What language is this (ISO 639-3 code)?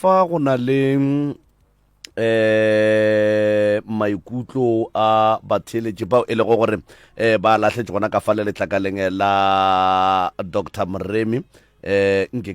nso